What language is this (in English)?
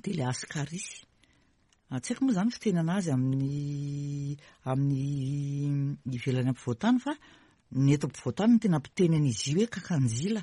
Malagasy